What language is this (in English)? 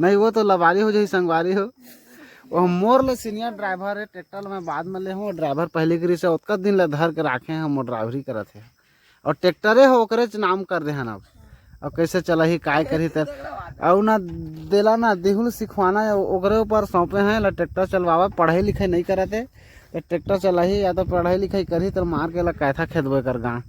Chhattisgarhi